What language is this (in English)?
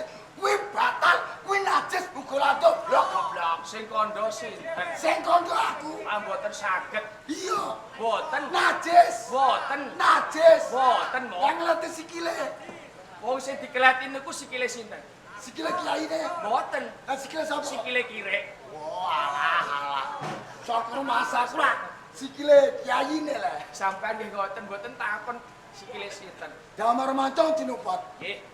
Javanese